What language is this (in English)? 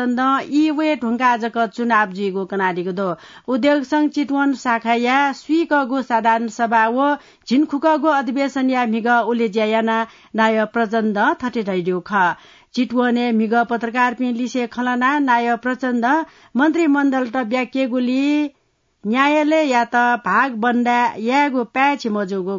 Newari